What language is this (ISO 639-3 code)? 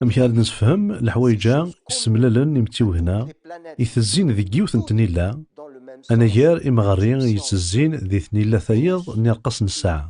kab